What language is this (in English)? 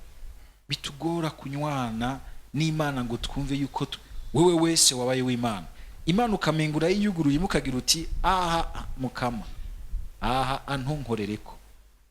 Rundi